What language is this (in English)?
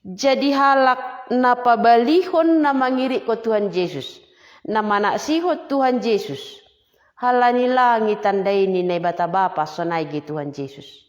Batak Simalungun